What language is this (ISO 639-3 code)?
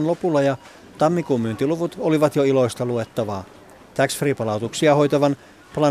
fin